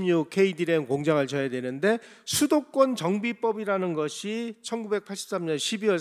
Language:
Korean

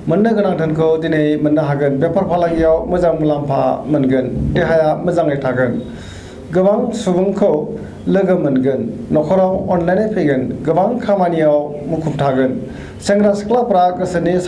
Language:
Bodo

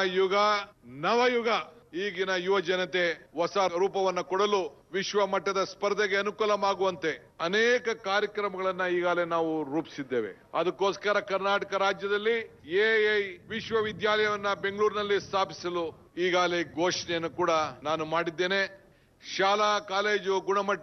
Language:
Kannada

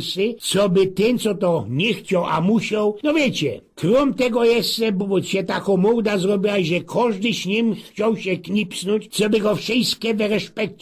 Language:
Silesian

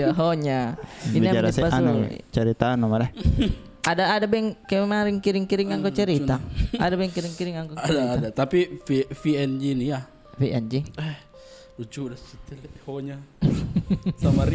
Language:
Makassar Malay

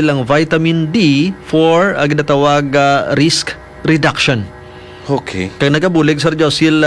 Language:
Hiligaynon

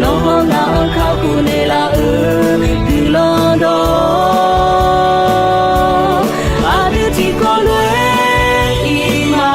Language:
Akha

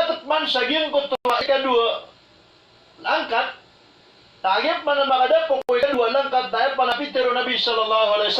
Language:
Maranao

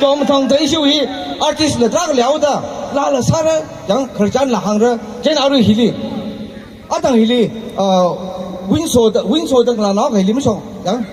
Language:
Tangkhul Naga (India)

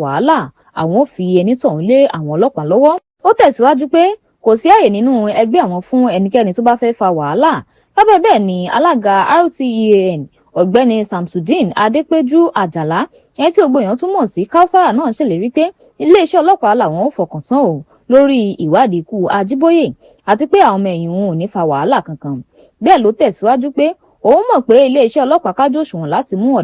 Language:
Yoruba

